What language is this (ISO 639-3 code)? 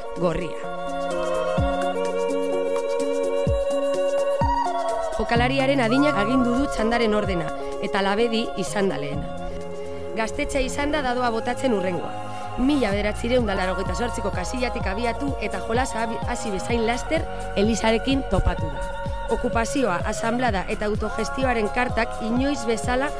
eus